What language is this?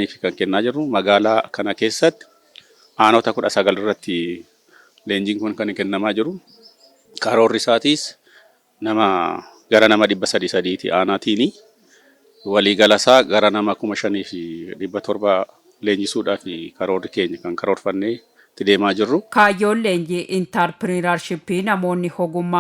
Oromo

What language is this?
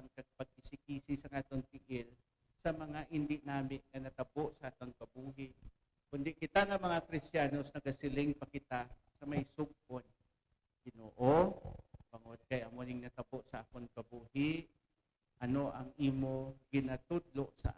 Hiligaynon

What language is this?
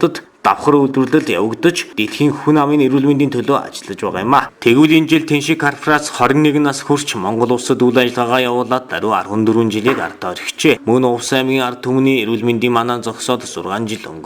Mongolian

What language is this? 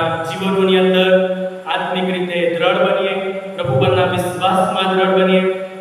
Gujarati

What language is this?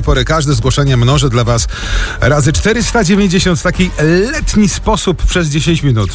Polish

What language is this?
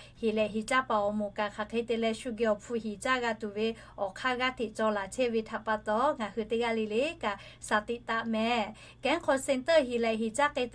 Lahu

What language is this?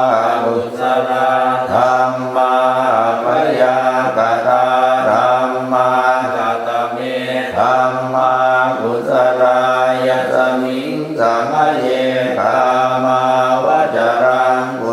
Pali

